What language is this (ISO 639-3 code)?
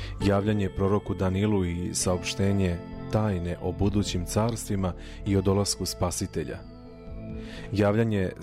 srp